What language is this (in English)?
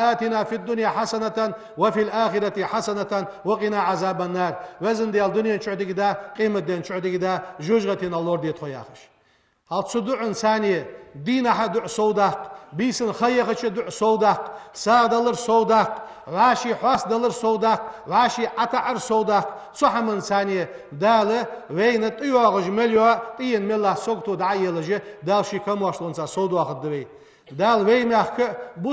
Ingush